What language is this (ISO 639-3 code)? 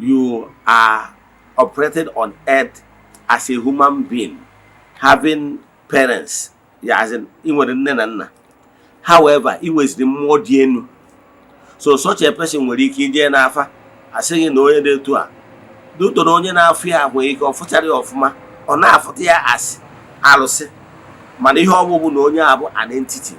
ibo